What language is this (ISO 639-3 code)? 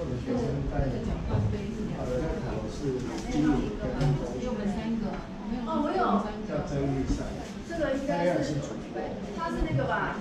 zho